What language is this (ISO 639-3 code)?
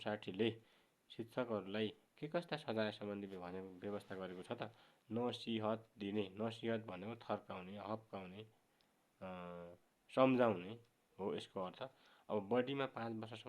nep